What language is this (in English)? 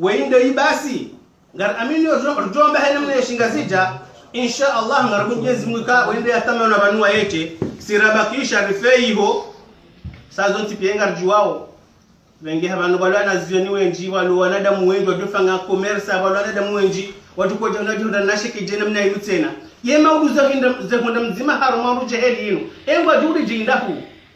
Ngazidja Comorian